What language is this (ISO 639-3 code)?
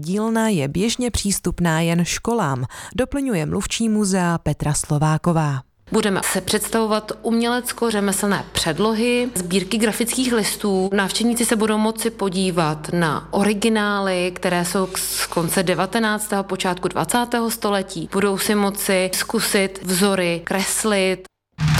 ces